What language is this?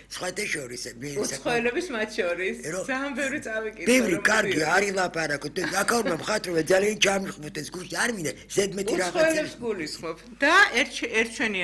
Georgian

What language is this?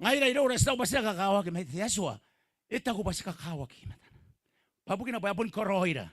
Gilbertese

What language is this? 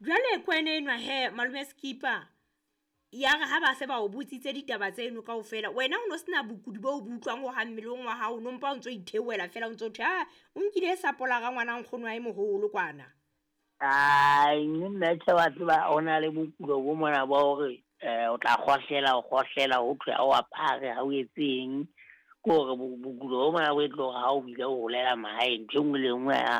Southern Sotho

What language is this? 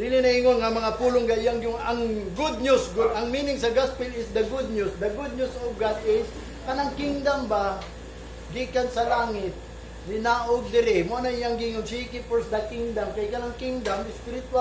Cebuano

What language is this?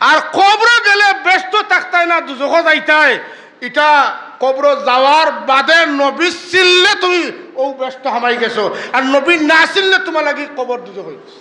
Sylheti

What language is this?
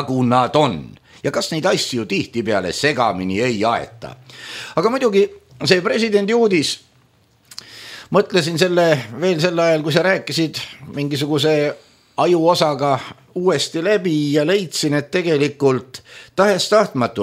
Estonian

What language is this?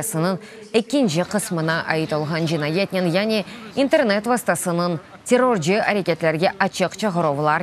Crimean Tatar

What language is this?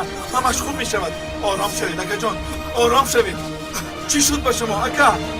Tajik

